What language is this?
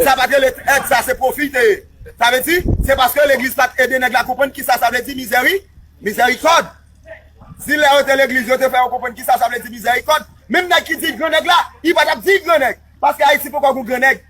Haitian Creole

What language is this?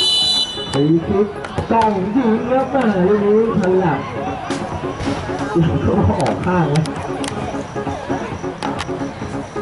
Thai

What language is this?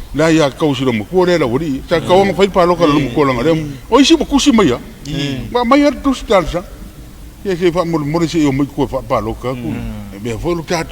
Samoan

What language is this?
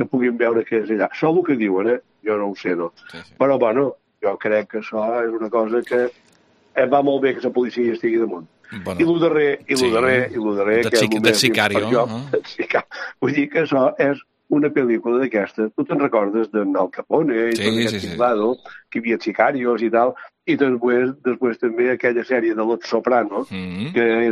Catalan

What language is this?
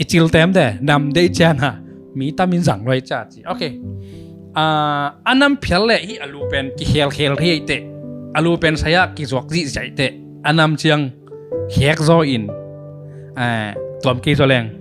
Tedim Chin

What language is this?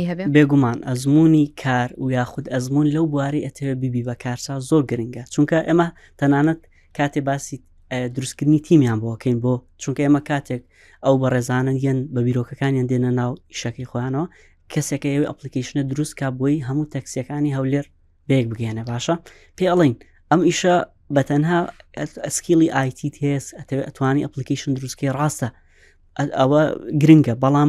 Central Kurdish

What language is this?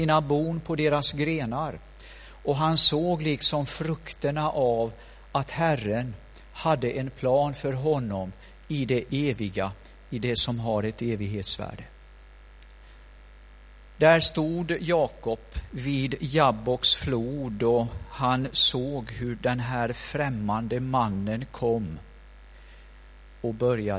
Swedish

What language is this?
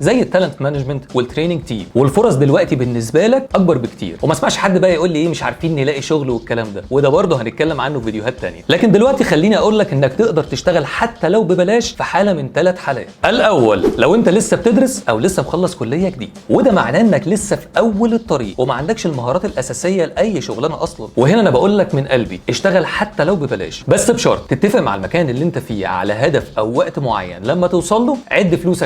Egyptian Arabic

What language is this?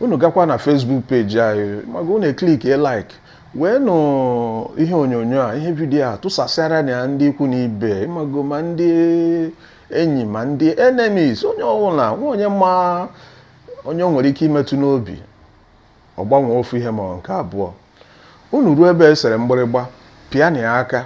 Igbo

